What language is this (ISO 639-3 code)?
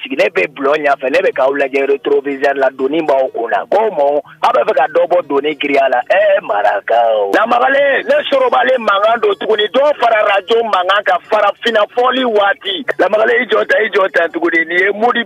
bam